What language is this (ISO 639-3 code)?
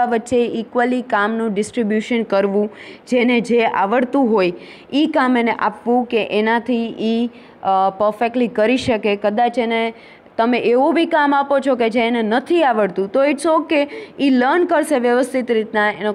guj